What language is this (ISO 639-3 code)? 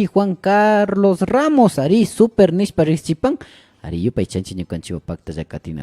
qvi